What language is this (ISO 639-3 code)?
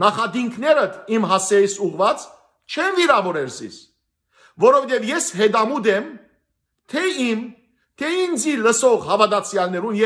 hyw